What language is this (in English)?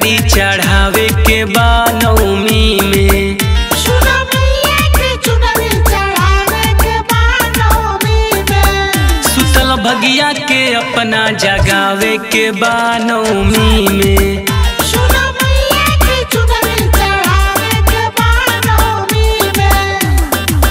Bhojpuri